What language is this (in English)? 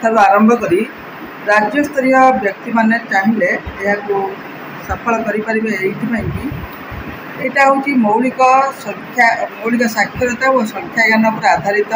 Odia